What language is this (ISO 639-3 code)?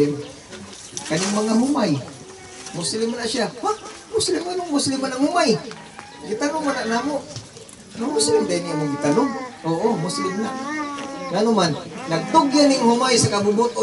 ceb